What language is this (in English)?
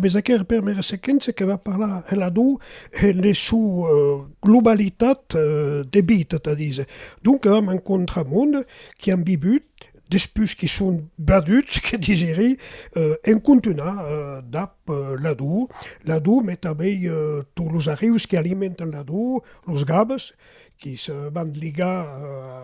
Occitan